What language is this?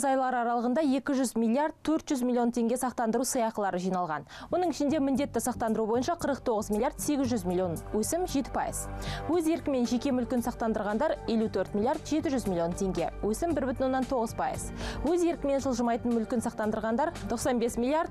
Kazakh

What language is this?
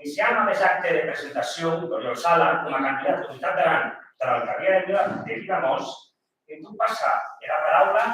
Occitan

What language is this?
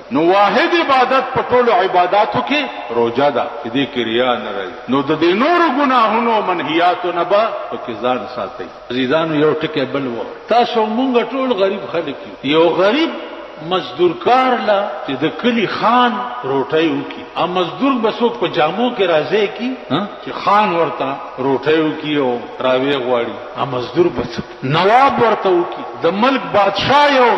Pashto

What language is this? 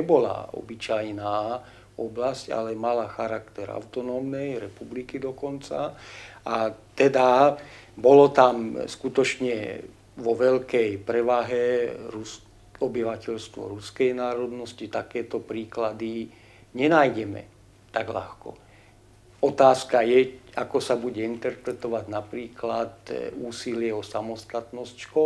Slovak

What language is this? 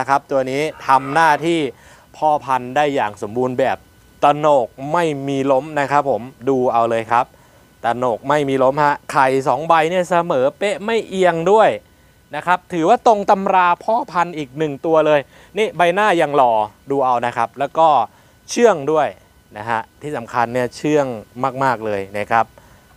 Thai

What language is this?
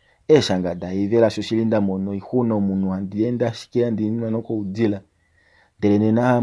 Kuanyama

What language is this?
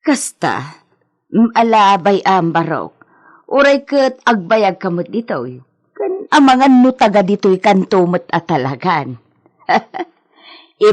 Iloko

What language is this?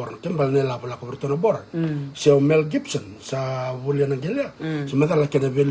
Fijian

